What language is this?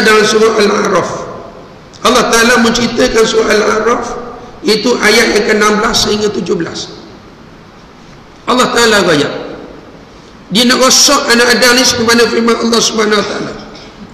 Malay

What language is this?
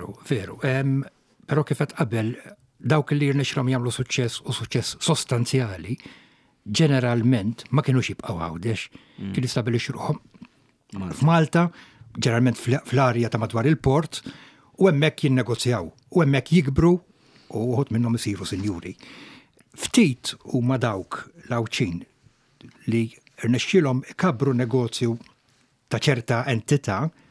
Maltese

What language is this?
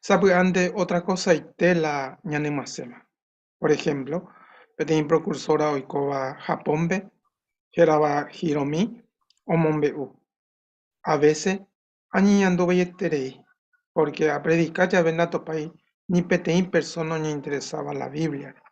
Guarani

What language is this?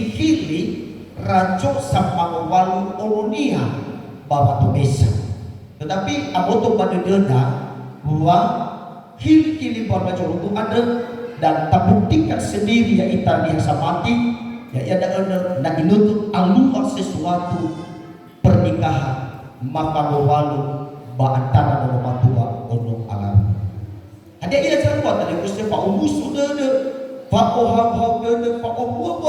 Nias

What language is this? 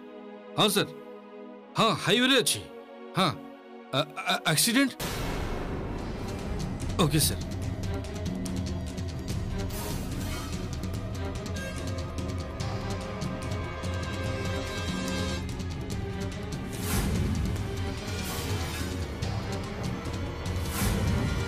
Odia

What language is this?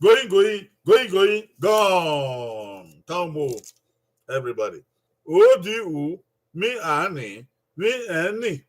Bini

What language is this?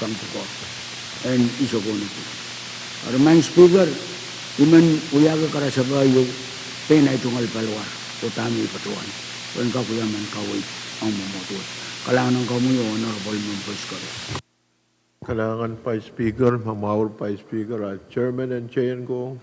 Pohnpeian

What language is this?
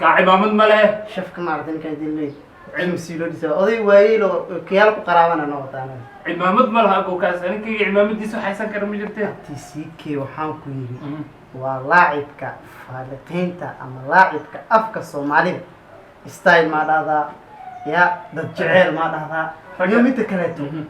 Somali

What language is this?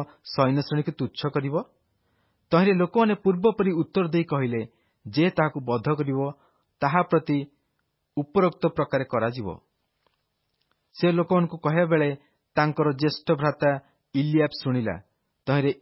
Odia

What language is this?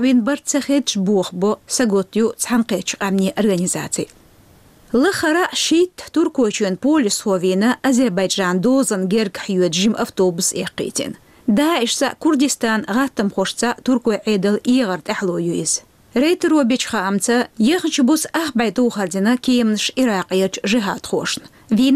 Chechen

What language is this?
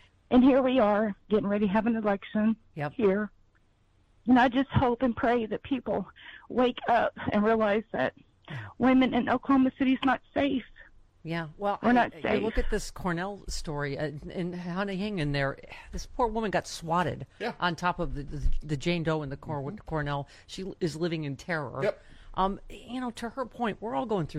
English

